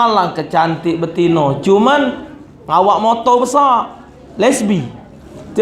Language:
Musi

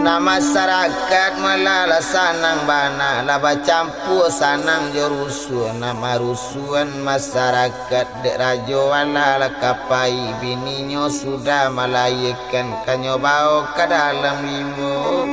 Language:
Minangkabau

